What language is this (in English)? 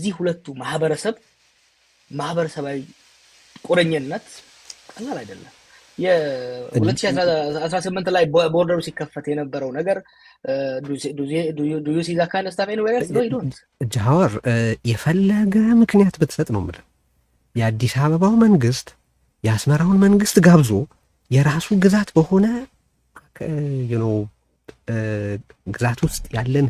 Amharic